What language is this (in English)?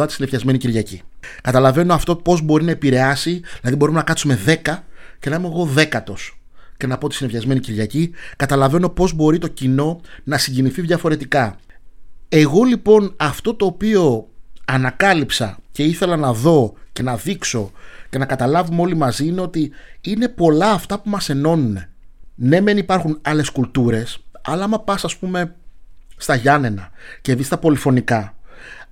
Greek